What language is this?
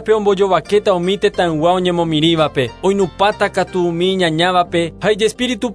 Guarani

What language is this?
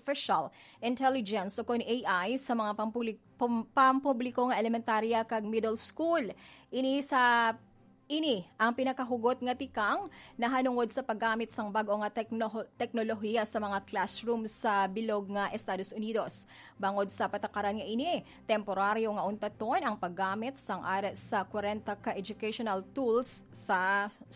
Hiligaynon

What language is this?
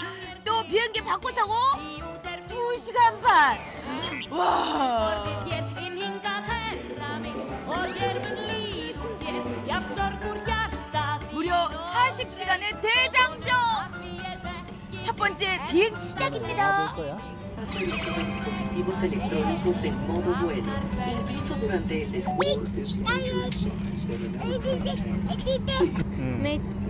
Korean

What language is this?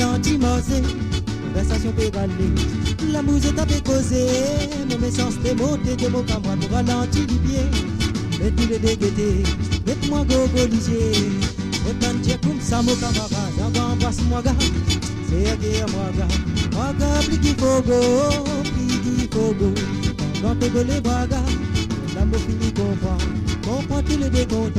Morisyen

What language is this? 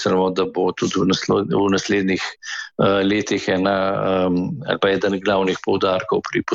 Slovenian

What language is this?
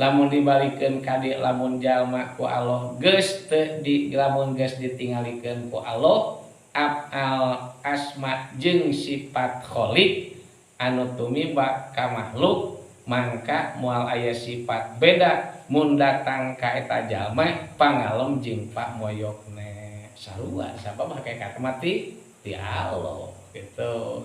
Sundanese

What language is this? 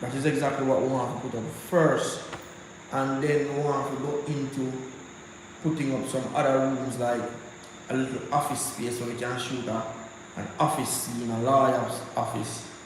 Jamaican Creole English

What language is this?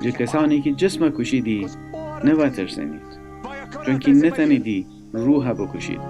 Gilaki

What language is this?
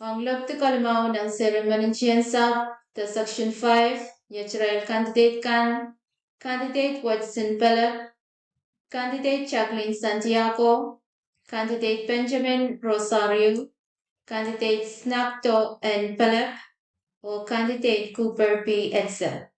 Pohnpeian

